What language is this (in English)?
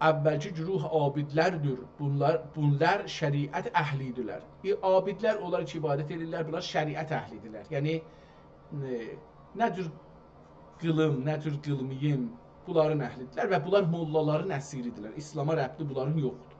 South Azerbaijani